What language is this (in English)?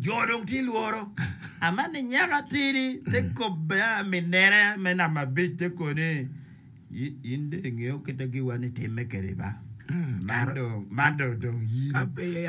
Acoli